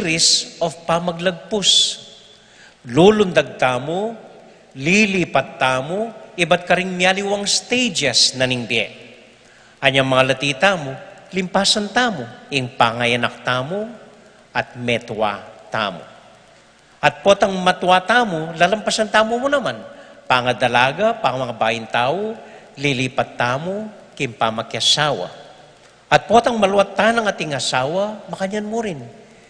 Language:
Pampanga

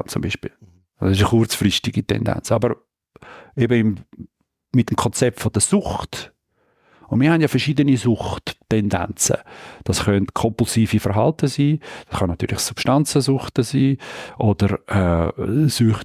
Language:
Swiss German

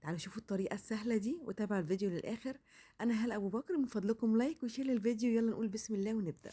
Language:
Egyptian Arabic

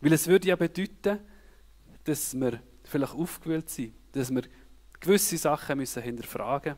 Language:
Swiss German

